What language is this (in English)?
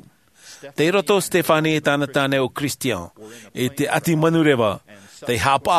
Tahitian